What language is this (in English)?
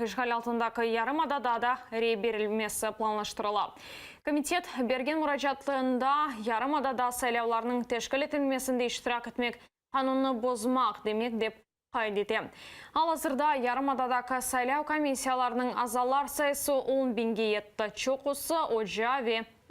Crimean Tatar